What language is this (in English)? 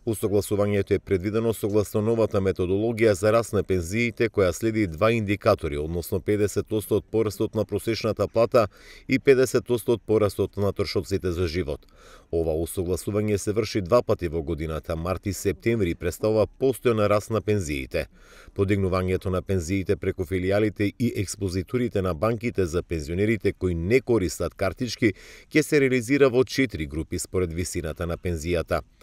Macedonian